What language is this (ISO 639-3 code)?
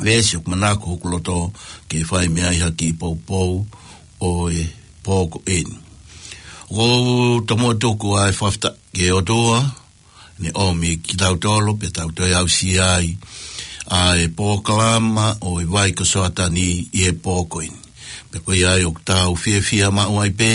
ton